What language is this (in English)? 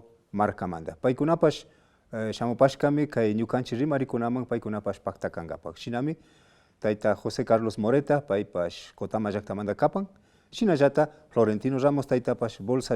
Imbabura Highland Quichua